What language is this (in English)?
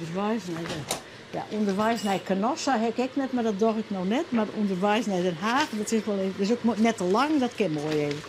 Western Frisian